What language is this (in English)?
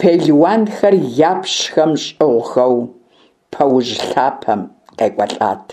Kabardian